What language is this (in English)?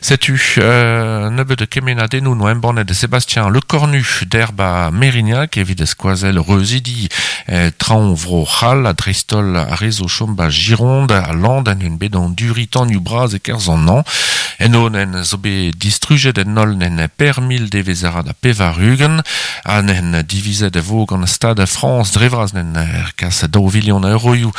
Breton